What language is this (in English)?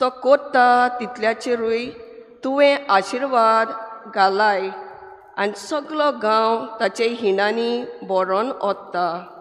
Konkani